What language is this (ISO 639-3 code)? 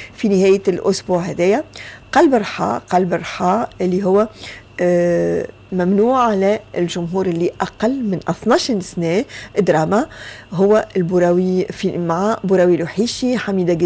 aeb